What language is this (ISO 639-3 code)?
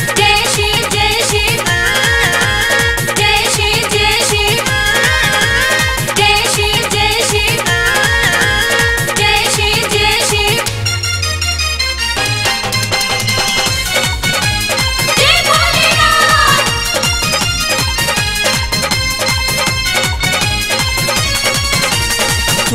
bho